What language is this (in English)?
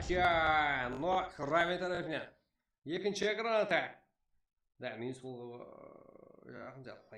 Kara-Kalpak